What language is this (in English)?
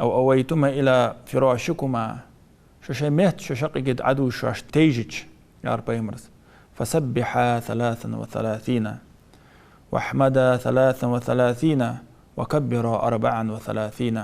Ingush